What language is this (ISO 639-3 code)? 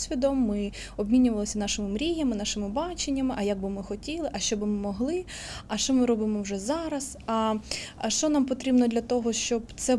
ukr